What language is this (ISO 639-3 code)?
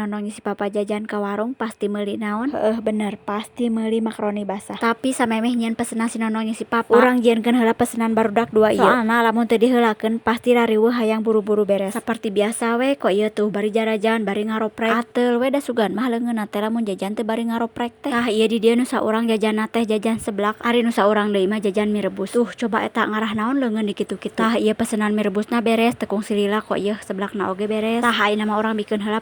sun